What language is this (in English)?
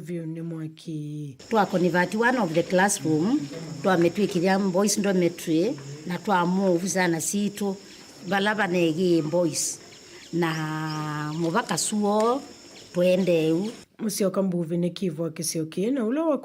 Kamba